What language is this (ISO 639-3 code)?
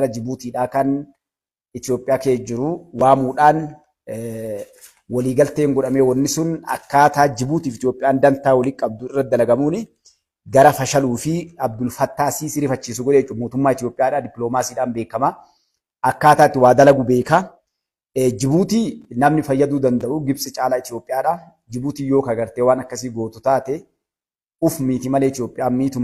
orm